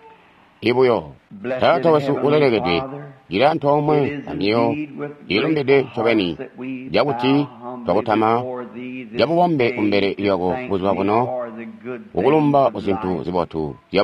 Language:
Tonga (Zambia)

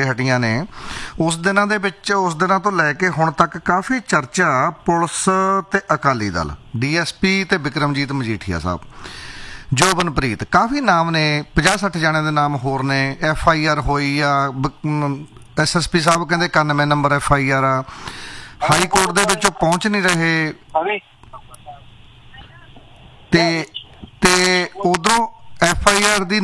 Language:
Punjabi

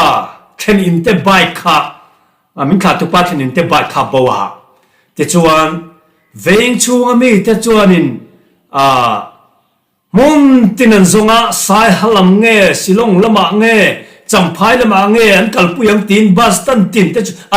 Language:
Mizo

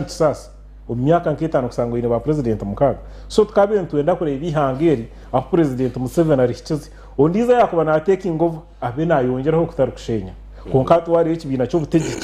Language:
Nyankole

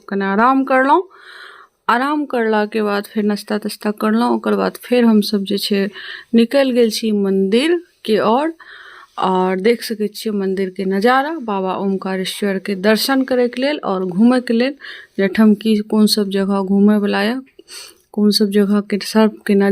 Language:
Maithili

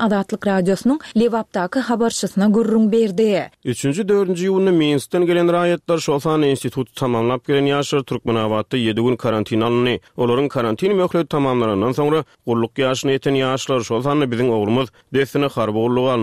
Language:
Turkmen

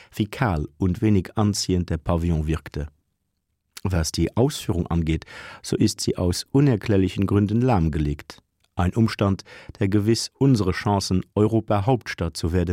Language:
Luxembourgish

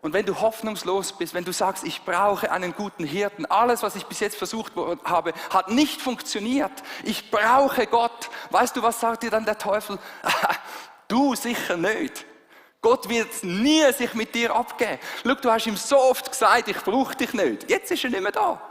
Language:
Swiss German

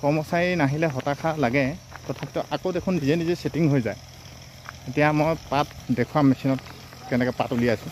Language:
Assamese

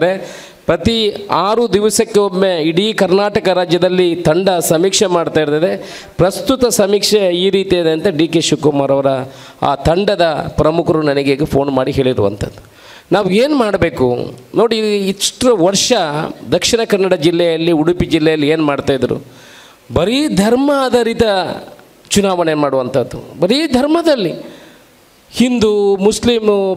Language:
Kannada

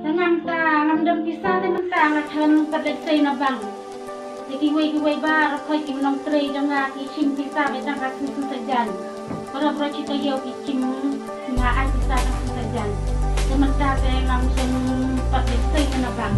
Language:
Khasi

